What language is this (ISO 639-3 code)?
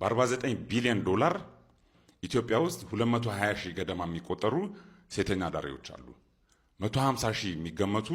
amh